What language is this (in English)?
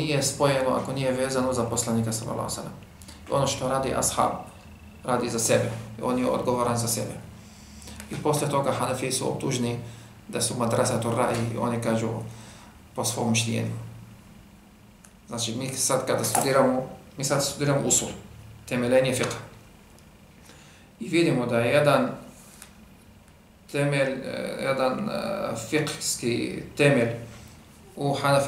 Bosnian